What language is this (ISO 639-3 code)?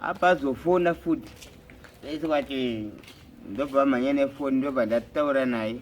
sna